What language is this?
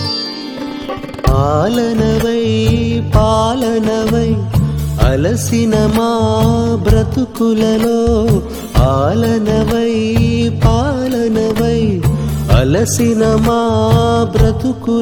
Telugu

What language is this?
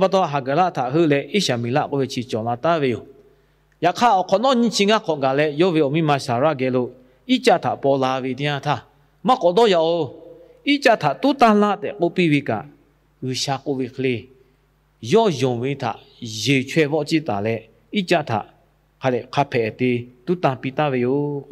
Lahu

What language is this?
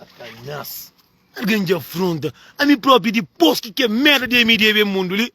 Kabuverdianu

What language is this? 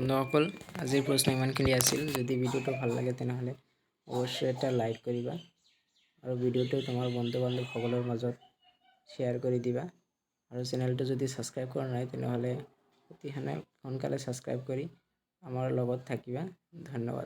Assamese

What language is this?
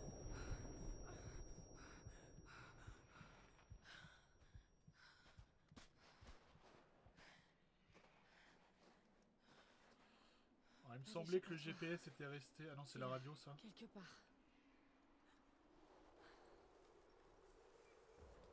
French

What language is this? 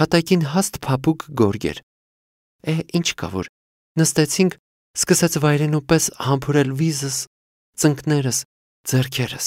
Armenian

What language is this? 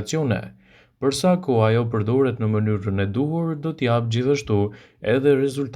Albanian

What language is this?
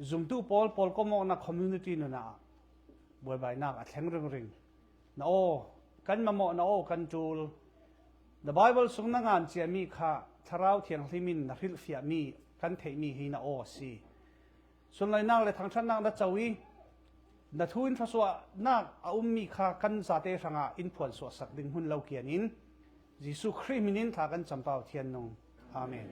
Falam Chin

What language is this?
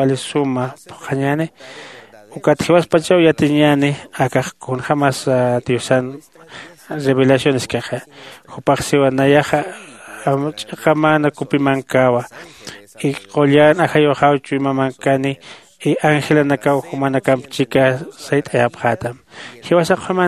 Aymara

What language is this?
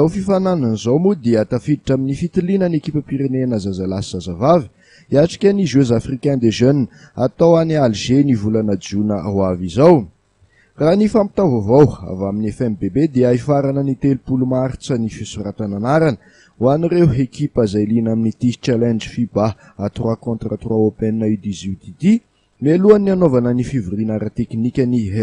Malagasy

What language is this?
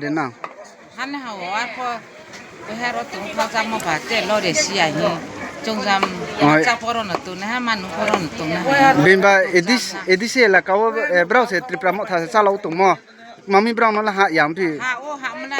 Riang (India)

